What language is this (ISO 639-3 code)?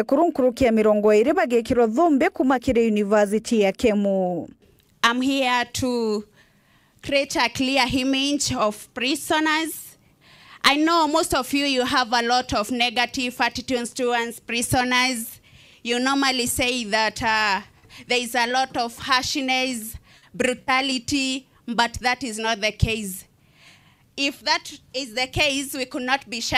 mer